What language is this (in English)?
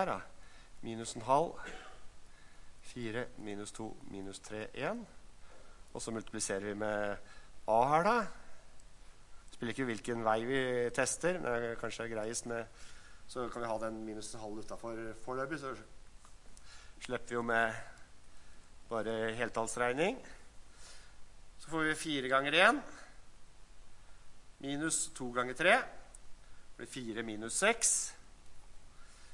Norwegian